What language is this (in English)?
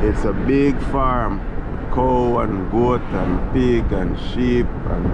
Jamaican Creole English